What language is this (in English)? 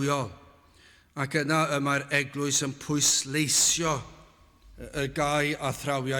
Welsh